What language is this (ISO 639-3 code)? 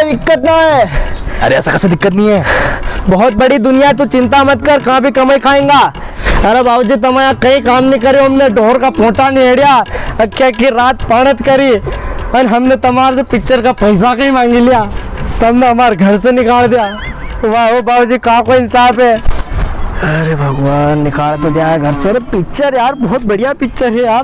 raj